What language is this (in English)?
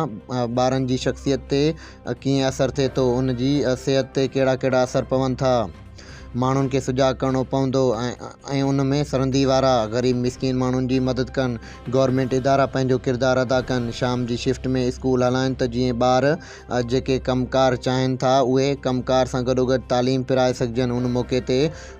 Sindhi